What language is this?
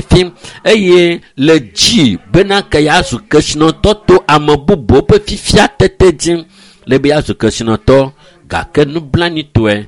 Ewe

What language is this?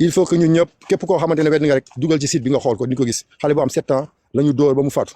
Wolof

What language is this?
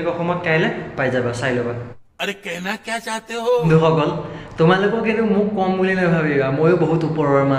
Assamese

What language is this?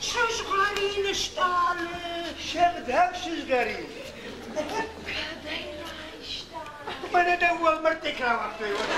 Ossetic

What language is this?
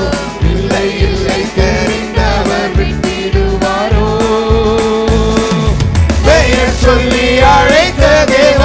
Tamil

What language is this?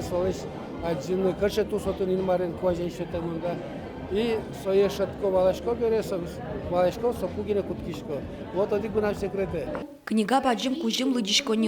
Udmurt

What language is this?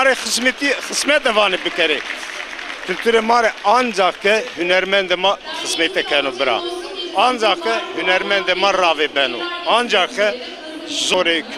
Zaza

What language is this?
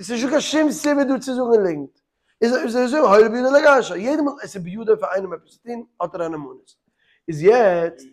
Yiddish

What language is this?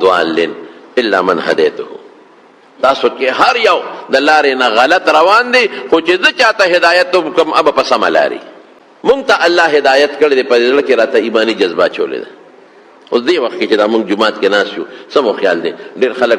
Pashto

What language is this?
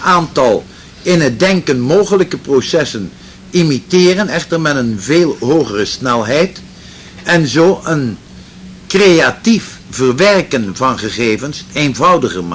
Dutch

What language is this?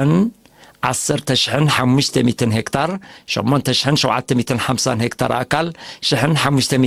Tigrinya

